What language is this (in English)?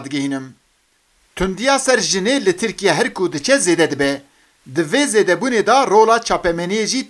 Kurdish